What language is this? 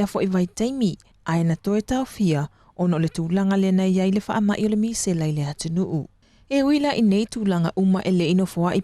Samoan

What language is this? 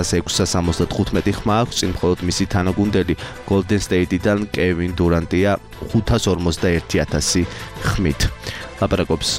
Georgian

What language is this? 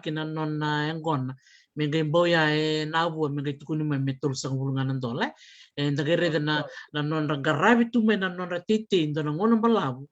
Fijian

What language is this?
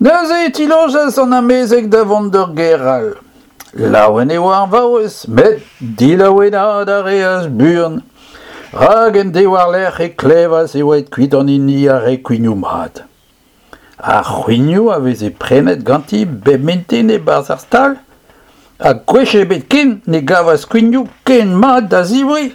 Breton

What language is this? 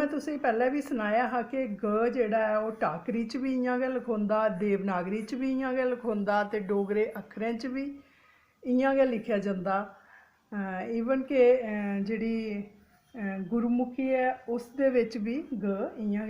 Dogri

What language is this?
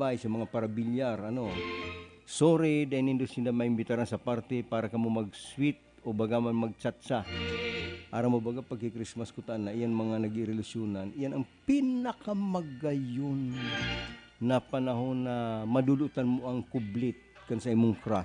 Bikol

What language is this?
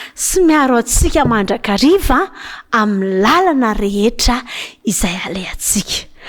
Malagasy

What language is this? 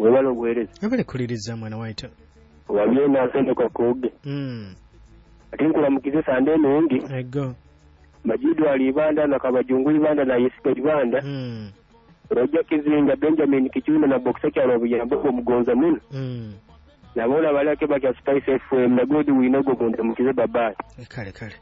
Nyoro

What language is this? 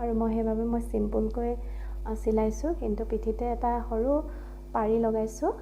Assamese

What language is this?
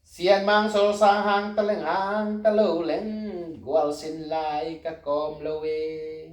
Tedim Chin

